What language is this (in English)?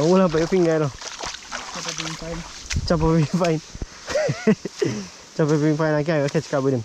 Jamaican Creole English